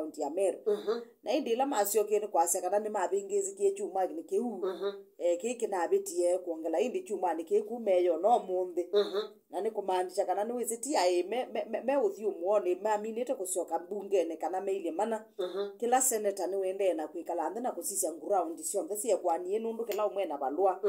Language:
Kamba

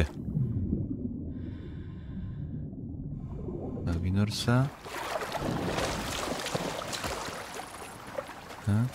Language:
Slovak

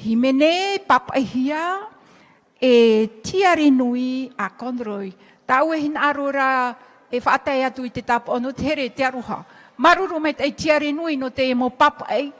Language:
Tahitian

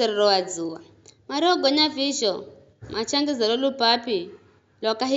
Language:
Giryama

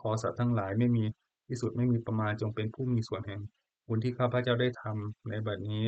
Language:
Pali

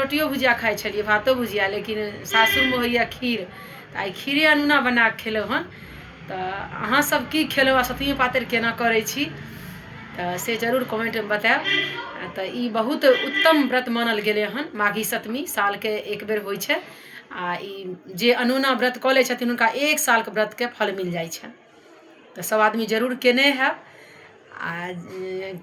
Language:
Maithili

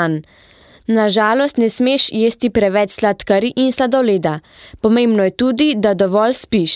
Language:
Slovenian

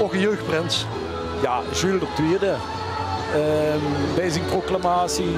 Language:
Limburgish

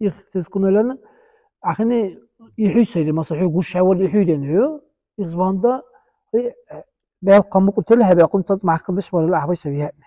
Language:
Dargwa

